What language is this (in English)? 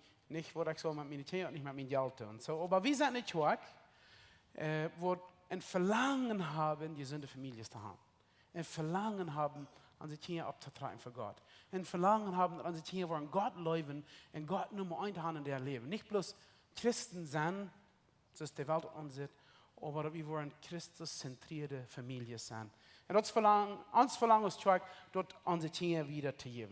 Plautdietsch